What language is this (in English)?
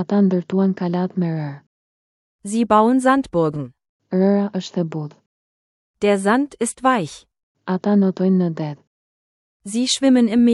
Albanian